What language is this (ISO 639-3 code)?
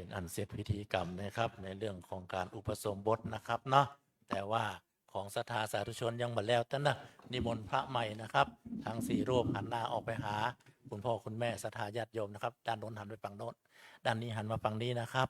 pli